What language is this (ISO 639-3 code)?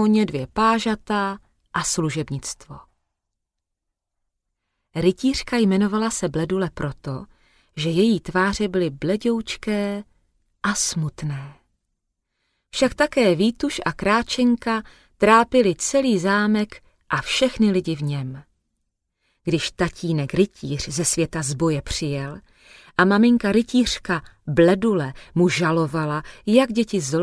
ces